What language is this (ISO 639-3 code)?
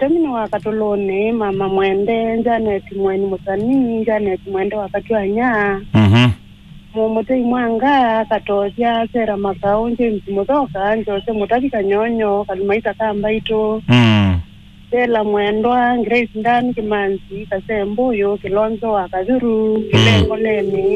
kam